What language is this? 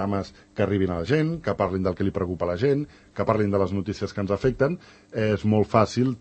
Catalan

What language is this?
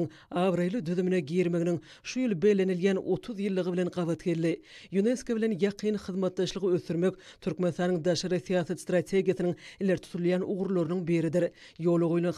Turkmen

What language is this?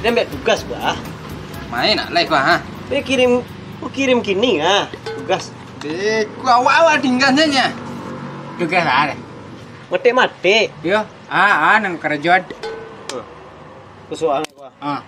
Minangkabau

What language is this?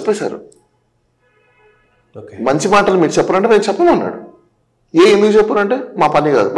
Telugu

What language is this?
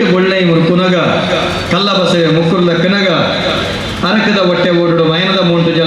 Tulu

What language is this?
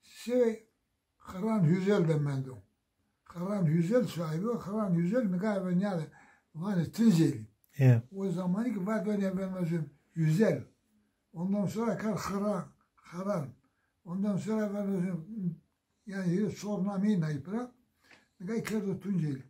Zaza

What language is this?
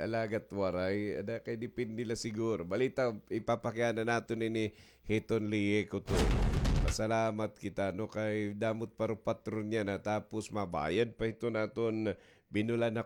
Waray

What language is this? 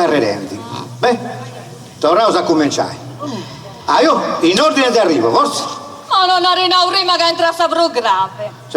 Sardinian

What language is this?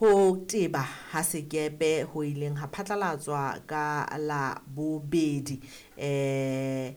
Southern Sotho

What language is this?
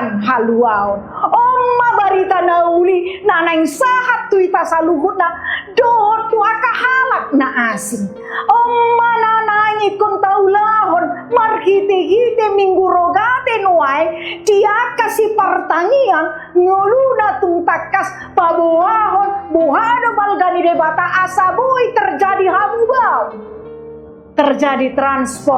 Batak Toba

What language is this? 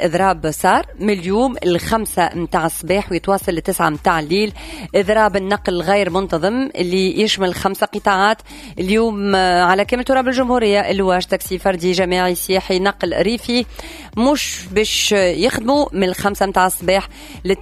Tunisian Arabic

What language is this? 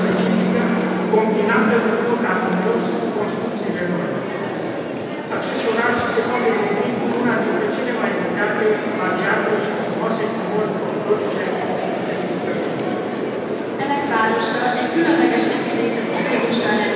Hungarian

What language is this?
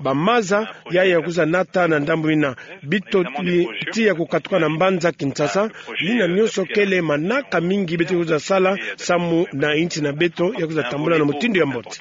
Kituba (Democratic Republic of Congo)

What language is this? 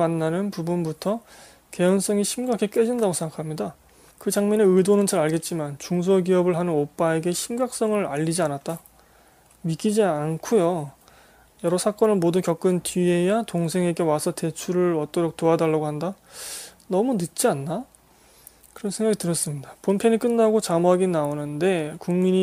Korean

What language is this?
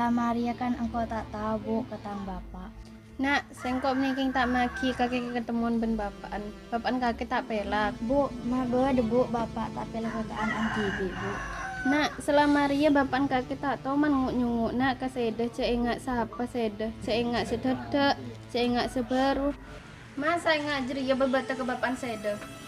Madurese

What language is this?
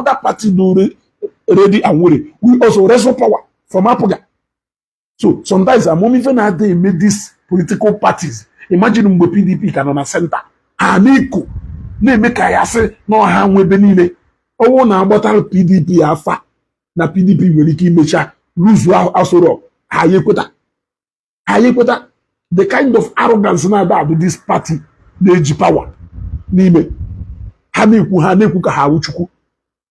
Igbo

